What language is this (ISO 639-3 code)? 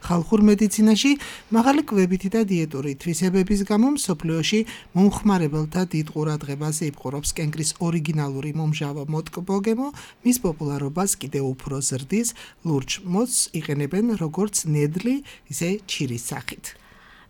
kat